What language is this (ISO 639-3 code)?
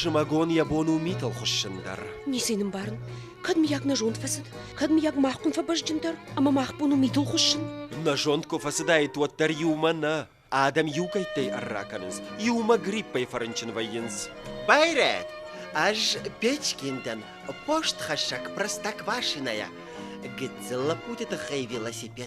oss